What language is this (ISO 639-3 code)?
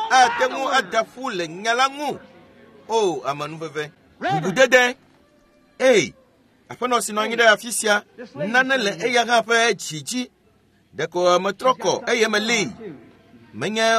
ewe